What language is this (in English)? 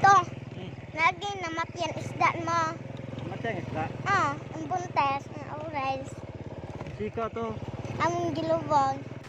Cebuano